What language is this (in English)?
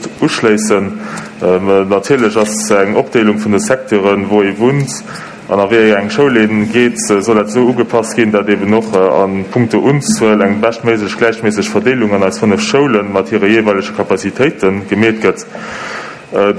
Luxembourgish